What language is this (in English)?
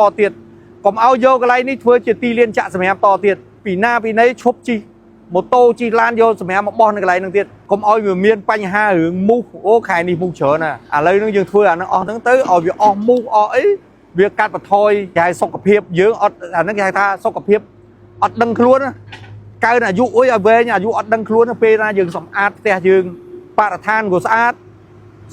Khmer